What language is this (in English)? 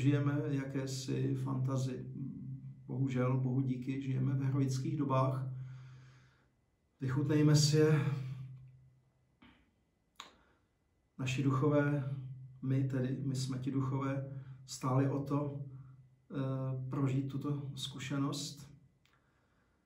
Czech